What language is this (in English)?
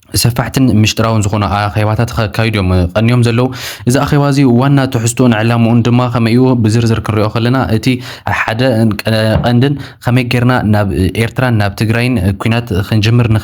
Tigrinya